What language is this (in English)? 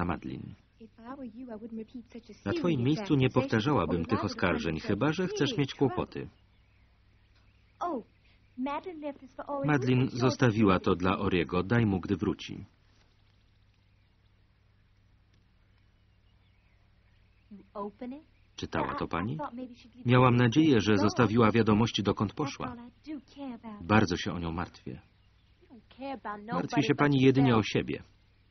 Polish